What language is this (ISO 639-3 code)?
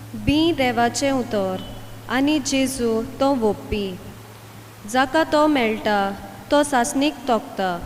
kok